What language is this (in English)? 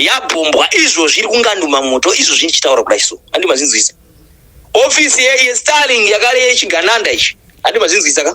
Shona